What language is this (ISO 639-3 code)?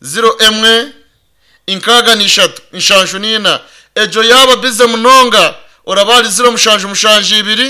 nyn